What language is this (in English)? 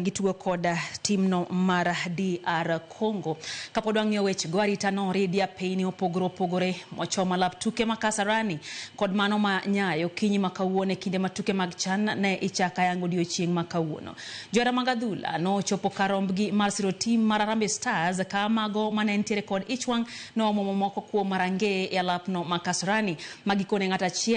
Luo (Kenya and Tanzania)